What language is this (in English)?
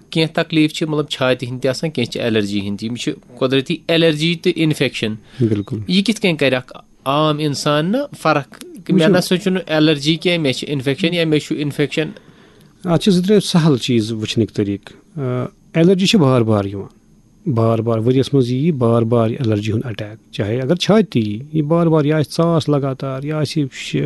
Kashmiri